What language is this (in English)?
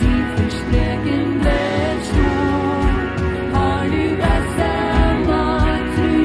Plautdietsch